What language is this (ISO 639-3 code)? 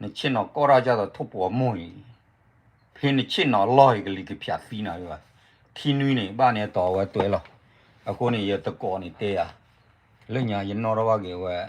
ksw